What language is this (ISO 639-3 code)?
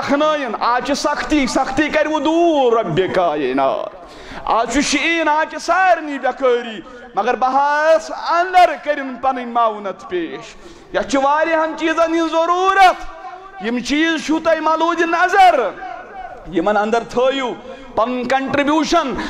kas